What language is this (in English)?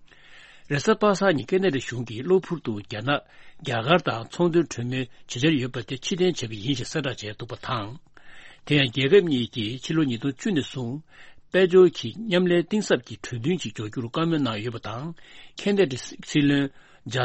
Tibetan